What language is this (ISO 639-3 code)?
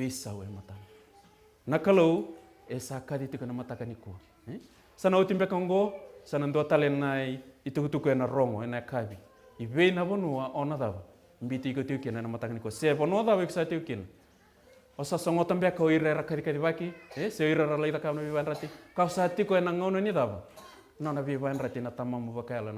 fij